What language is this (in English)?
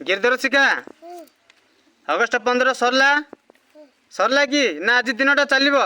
Odia